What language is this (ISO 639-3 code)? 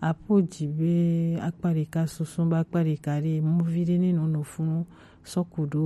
gej